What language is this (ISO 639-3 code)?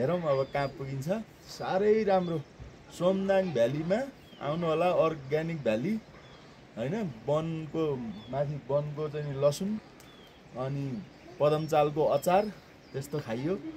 nep